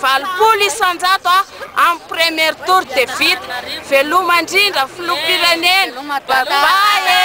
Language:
Malagasy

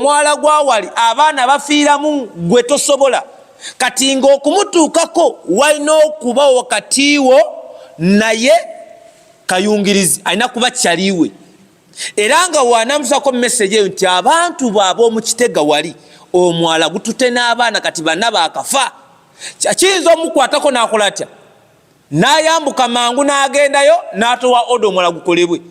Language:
Ganda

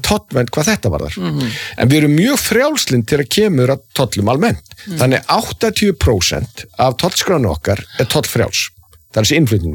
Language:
Icelandic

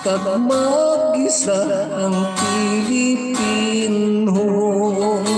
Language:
Hiligaynon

